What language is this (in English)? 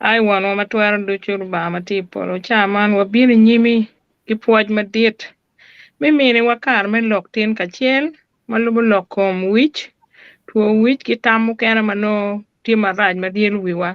Acoli